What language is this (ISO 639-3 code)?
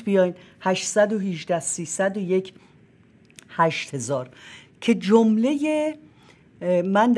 fas